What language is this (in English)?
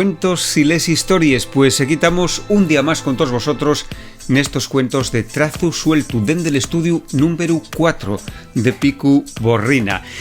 Asturian